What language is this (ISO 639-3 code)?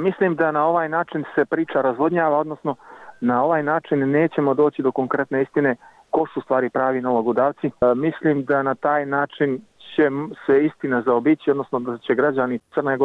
srp